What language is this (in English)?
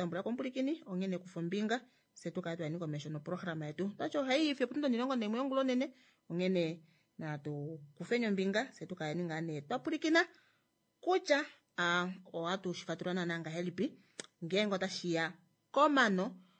Kuanyama